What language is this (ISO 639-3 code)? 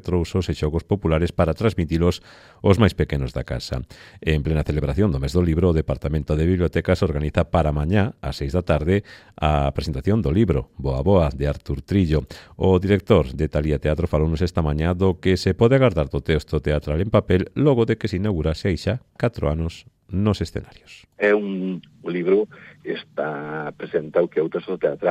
glg